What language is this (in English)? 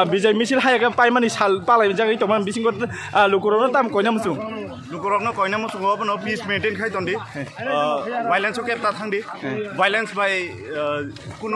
Kok Borok